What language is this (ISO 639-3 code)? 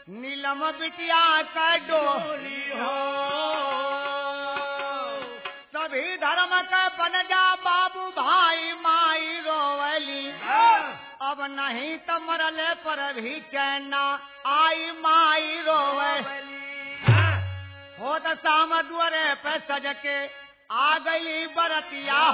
bho